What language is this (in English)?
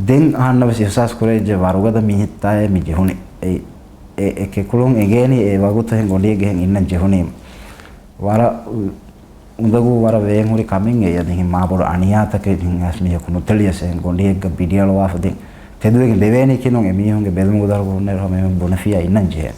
Divehi